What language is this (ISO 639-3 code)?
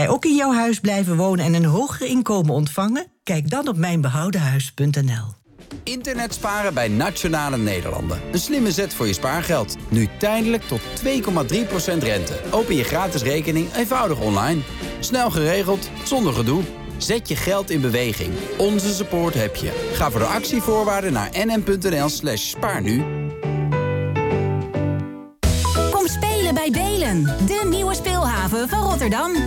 nld